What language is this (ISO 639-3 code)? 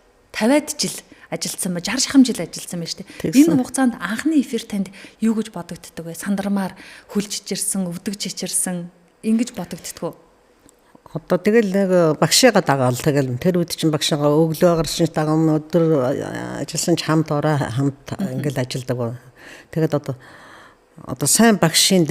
mon